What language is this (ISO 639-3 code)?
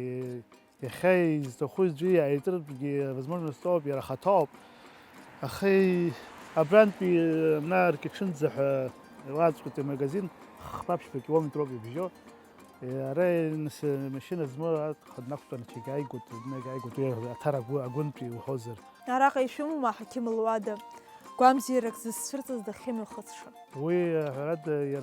abk